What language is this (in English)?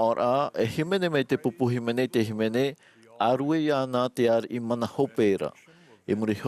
Tahitian